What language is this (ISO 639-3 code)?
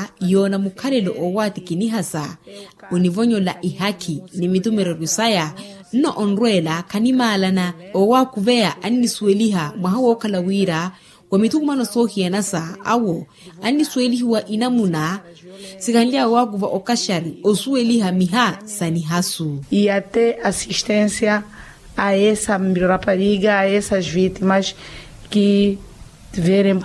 vmw